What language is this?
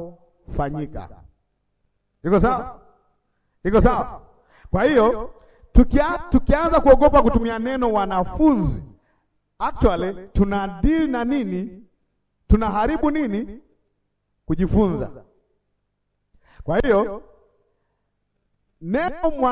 Swahili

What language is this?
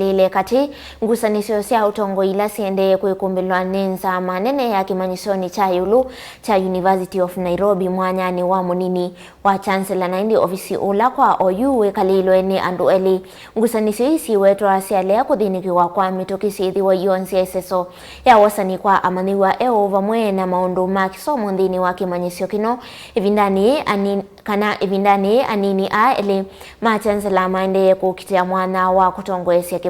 Kamba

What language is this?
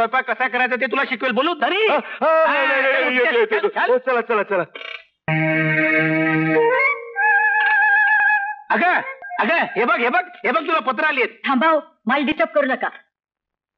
Marathi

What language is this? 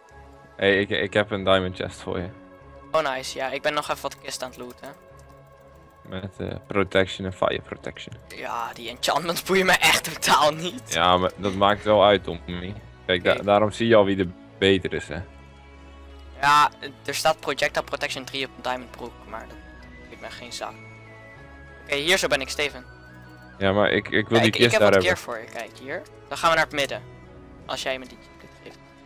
Dutch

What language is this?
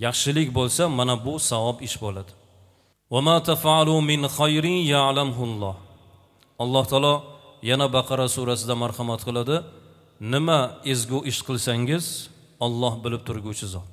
Uzbek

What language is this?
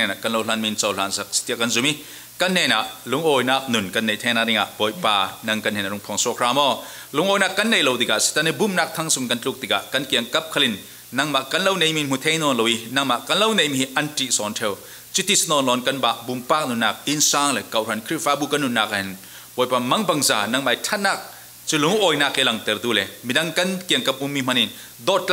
Falam Chin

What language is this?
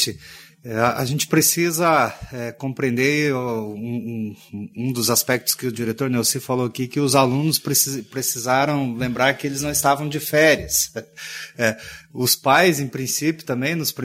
Portuguese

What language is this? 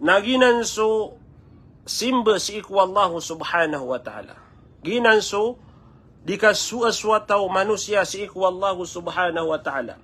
Maranao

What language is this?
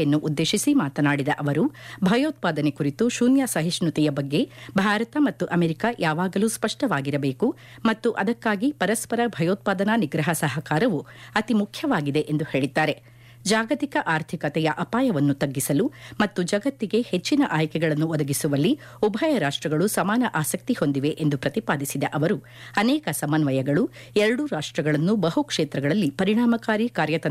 Kannada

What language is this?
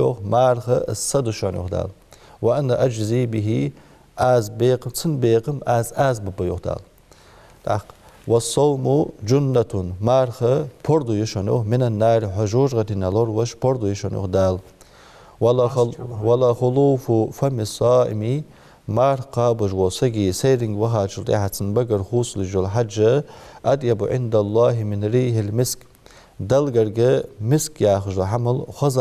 Ingush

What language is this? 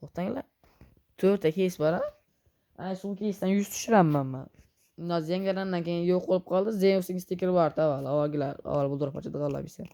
Uzbek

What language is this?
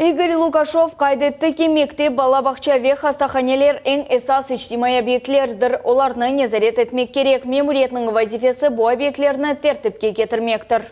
Crimean Tatar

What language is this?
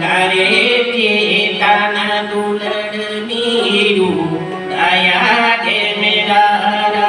Santali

